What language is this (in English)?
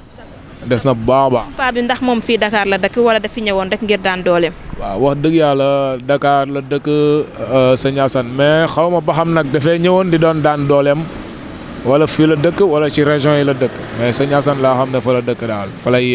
Wolof